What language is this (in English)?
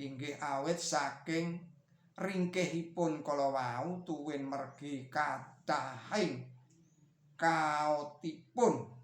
Javanese